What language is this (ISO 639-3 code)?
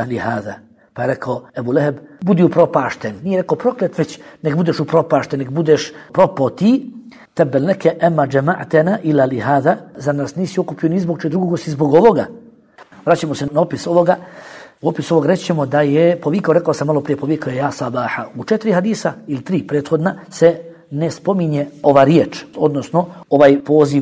bos